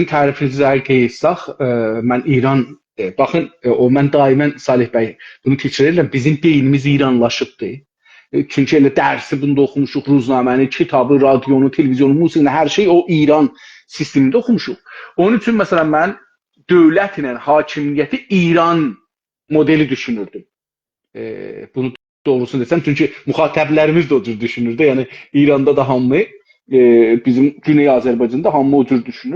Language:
South Azerbaijani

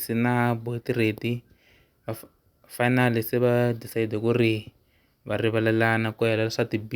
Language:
Tsonga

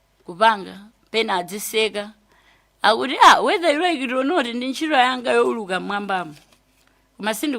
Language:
Nyanja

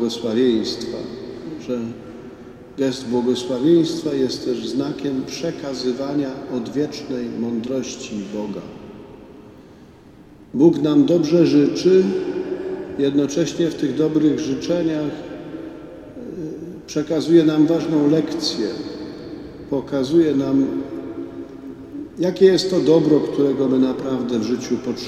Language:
Polish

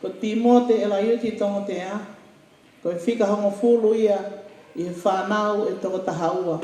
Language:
Tongan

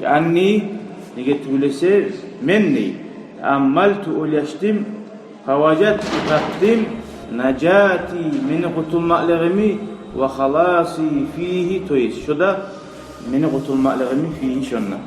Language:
Kumyk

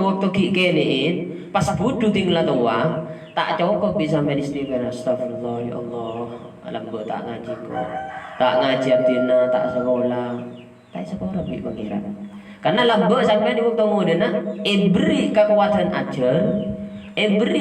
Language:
Madurese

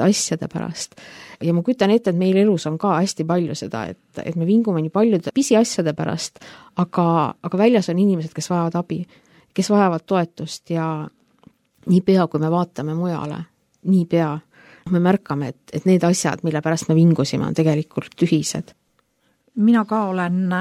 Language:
Estonian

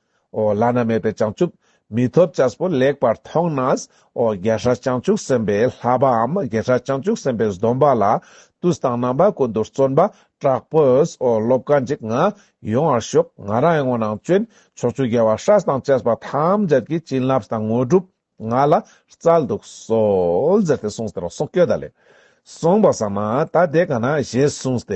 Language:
Ladakhi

